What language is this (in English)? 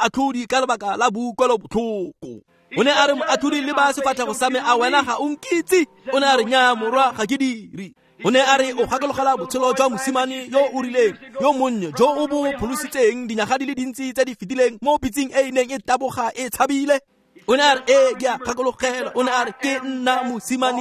Tswana